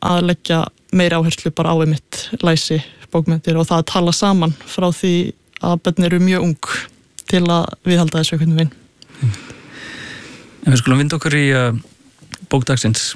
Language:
Icelandic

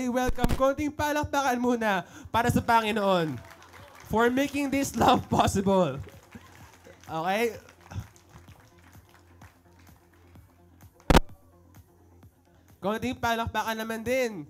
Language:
Filipino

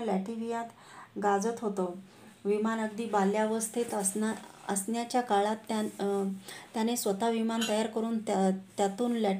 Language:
Marathi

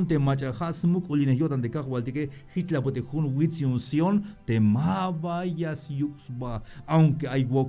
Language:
Tzeltal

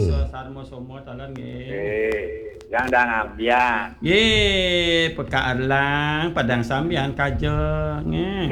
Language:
Balinese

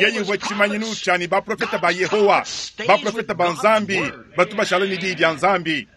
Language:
Luba-Lulua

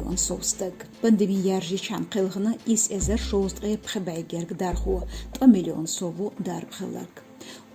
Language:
Chechen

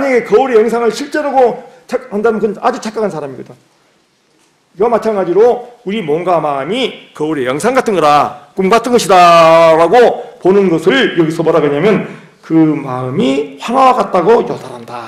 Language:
Korean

